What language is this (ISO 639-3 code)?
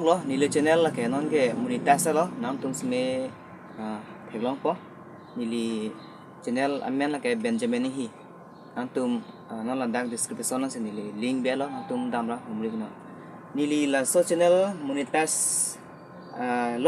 mjw